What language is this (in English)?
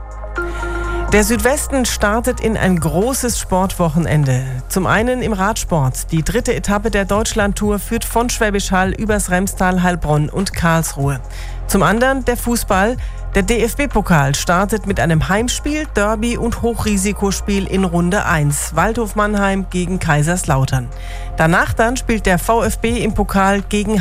German